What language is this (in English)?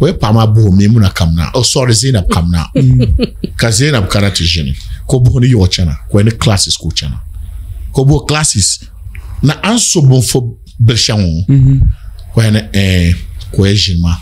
Dagbani